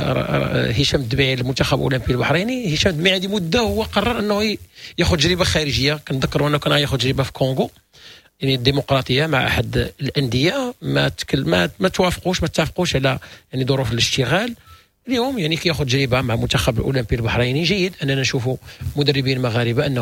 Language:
Moroccan Arabic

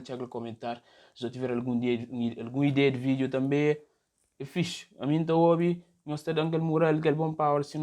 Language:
Kabuverdianu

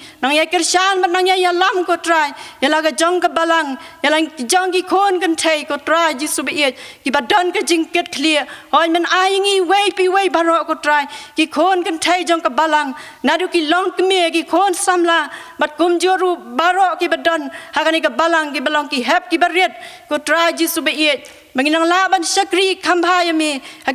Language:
Khasi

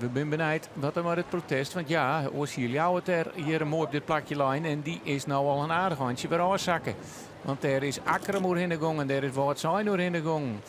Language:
Western Frisian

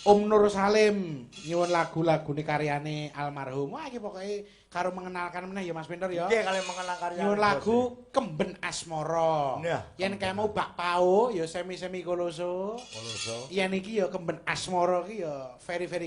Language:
Javanese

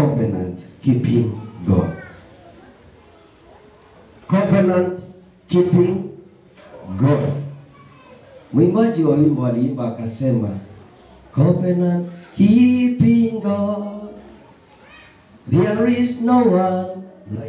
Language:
Swahili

